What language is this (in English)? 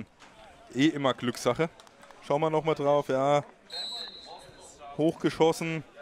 German